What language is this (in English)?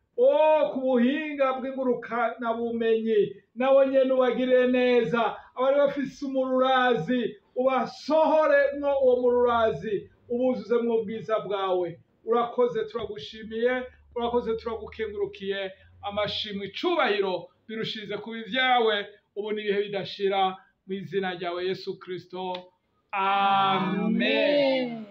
Rundi